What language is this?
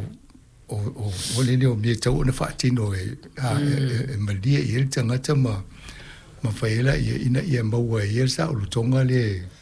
Samoan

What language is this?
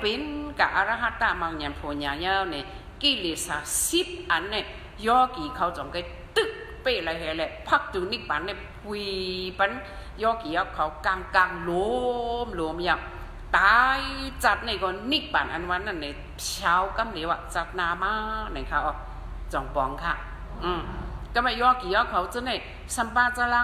Shan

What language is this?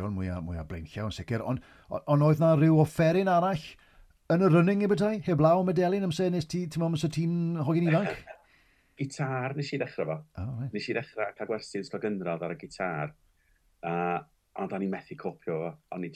Welsh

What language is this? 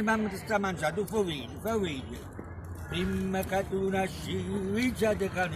Neapolitan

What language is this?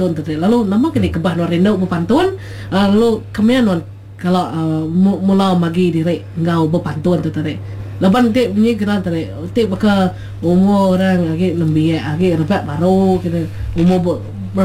Iban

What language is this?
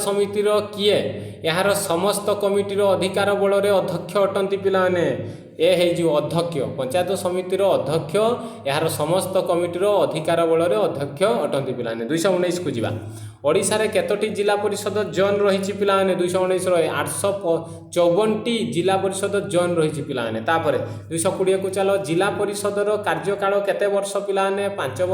Odia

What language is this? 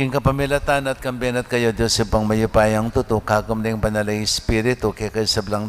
Pampanga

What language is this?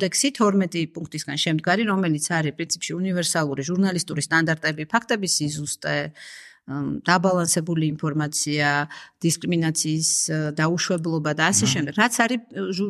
Georgian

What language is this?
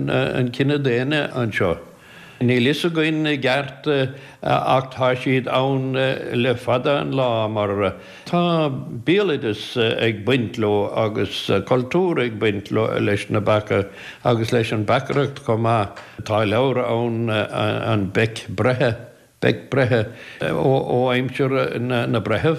Irish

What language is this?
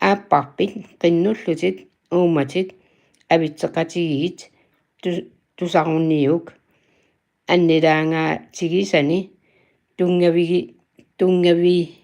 Kalaallisut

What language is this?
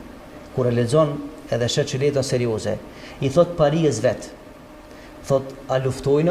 Albanian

